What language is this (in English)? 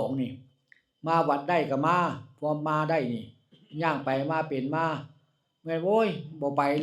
Northeastern Thai